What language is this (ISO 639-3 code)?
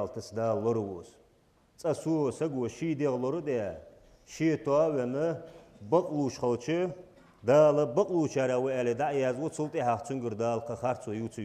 inh